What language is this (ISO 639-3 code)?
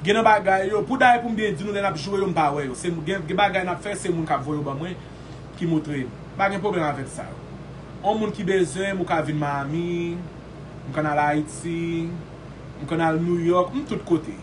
hat